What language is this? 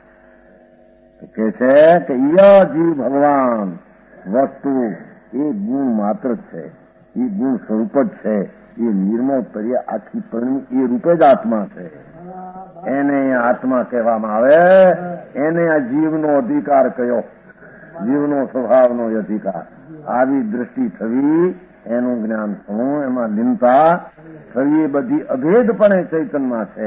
Gujarati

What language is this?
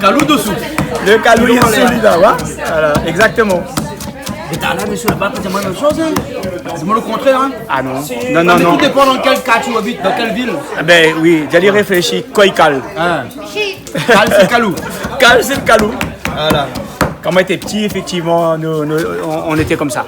Réunion Creole French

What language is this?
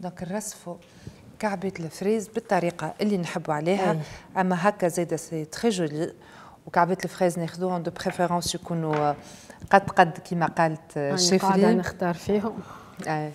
Tunisian Arabic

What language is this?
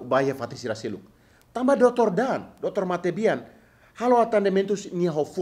Tetum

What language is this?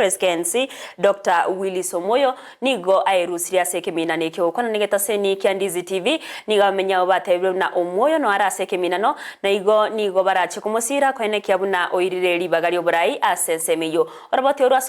Gusii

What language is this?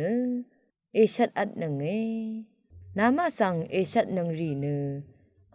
Rawang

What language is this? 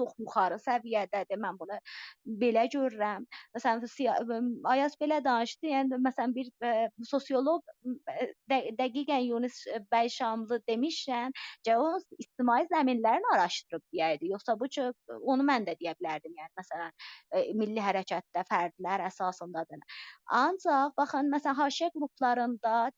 South Azerbaijani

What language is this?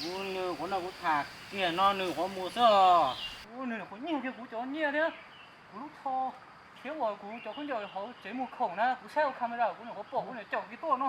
Hmong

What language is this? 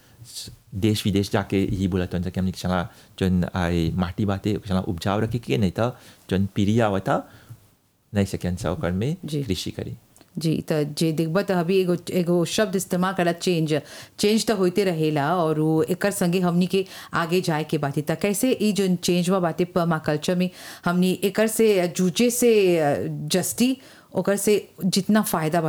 Bhojpuri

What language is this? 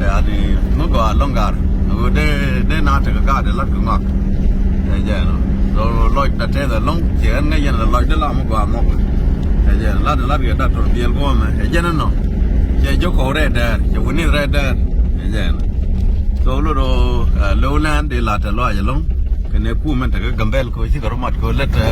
Nuer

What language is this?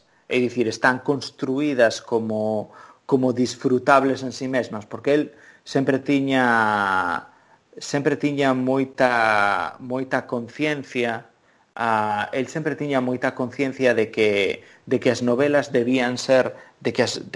Galician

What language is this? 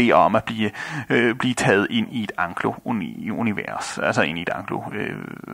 Danish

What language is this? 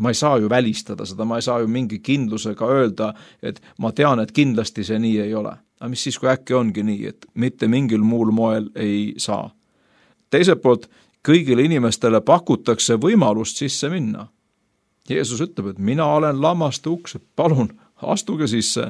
Estonian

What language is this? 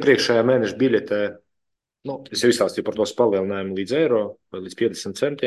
Latvian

